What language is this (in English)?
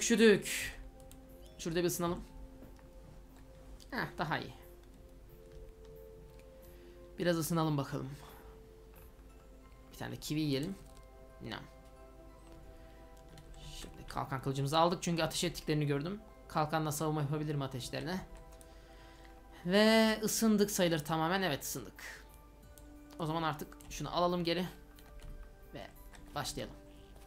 Turkish